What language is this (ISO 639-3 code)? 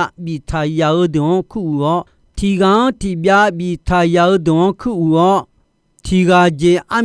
ahk